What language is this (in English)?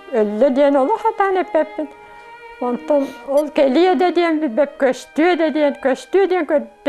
Yakut